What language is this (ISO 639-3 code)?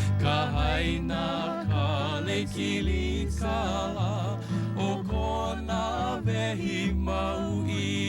haw